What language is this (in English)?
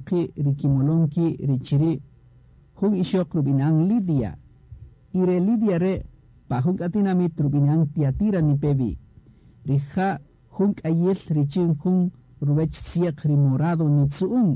Kaqchikel